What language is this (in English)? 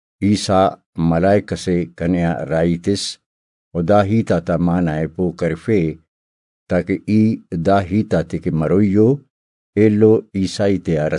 Brahui